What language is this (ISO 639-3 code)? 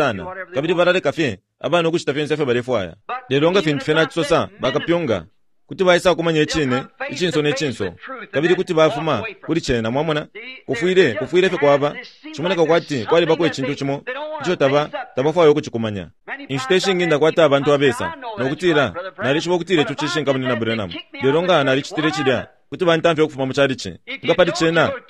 bem